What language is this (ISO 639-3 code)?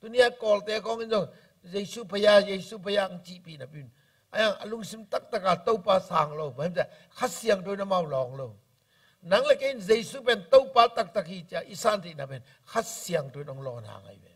ctd